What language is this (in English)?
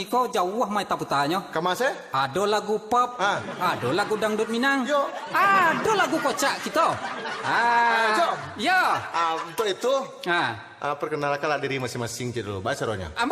Minangkabau